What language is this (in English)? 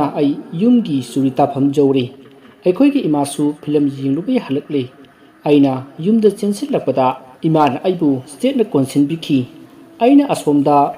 Manipuri